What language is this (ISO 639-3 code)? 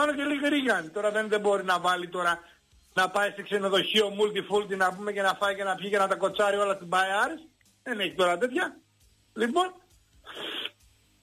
ell